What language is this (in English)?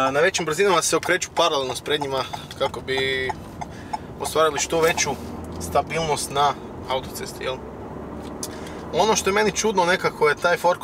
Croatian